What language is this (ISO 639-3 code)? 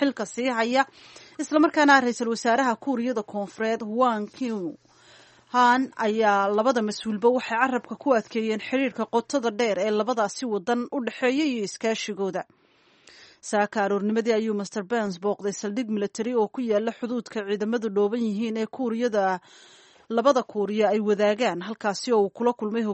som